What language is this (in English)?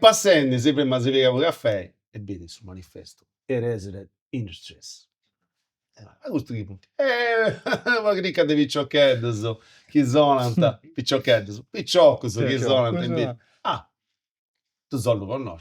Sardinian